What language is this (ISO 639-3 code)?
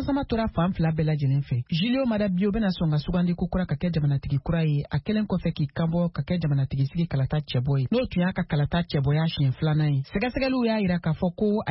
bam